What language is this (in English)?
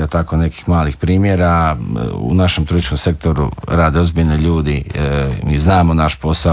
Croatian